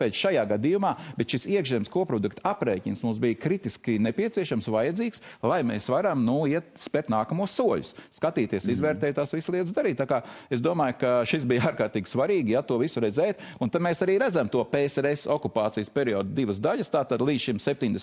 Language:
Latvian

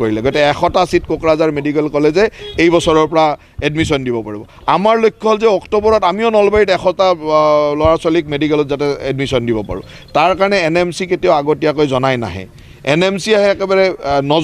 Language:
Assamese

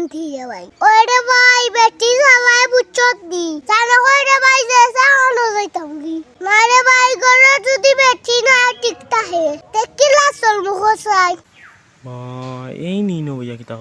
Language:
Sylheti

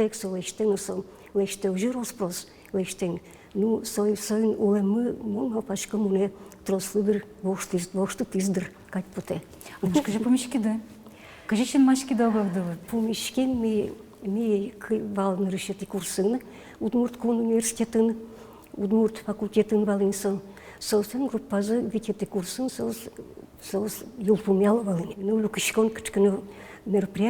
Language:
Udmurt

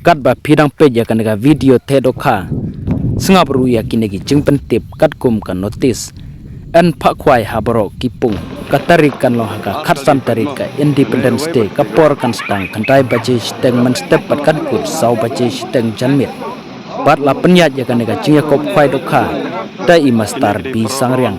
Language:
Khasi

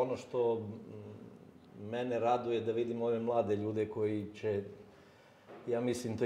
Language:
Serbian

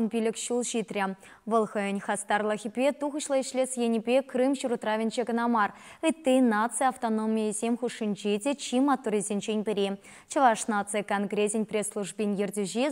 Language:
Chuvash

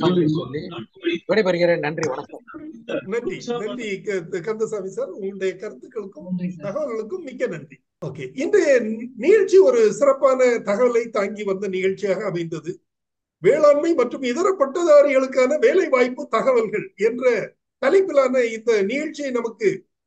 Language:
Tamil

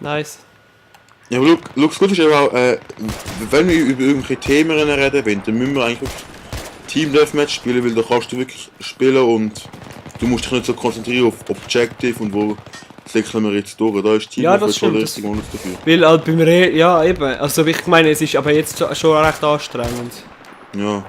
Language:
Swiss German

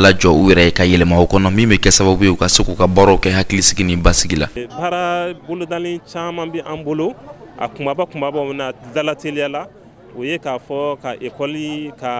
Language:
Bambara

